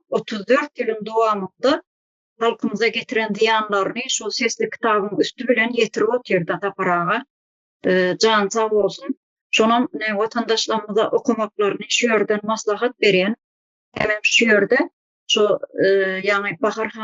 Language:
Turkmen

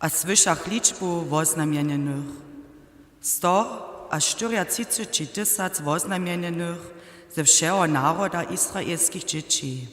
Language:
Upper Sorbian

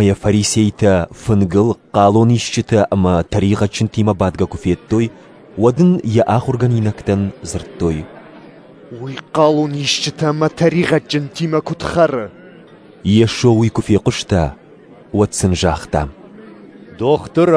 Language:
Ossetic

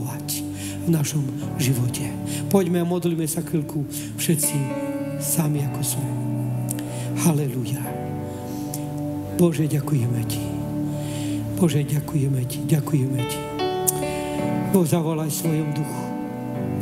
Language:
Slovak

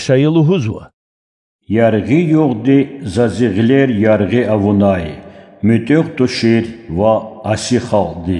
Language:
Lezghian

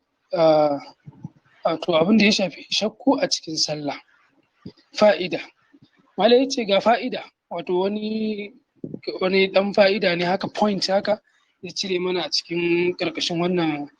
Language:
Hausa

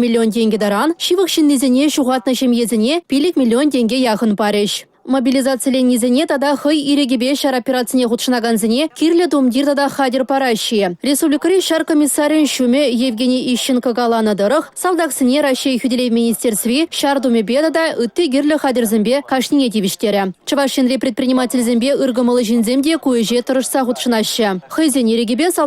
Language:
Chuvash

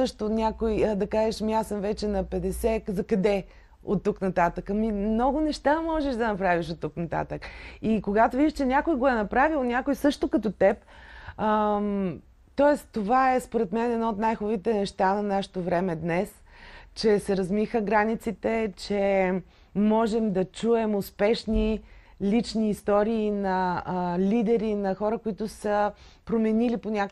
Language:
Bulgarian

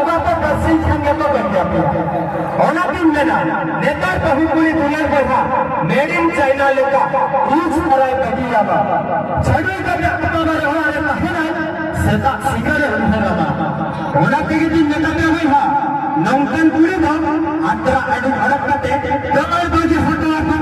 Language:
Santali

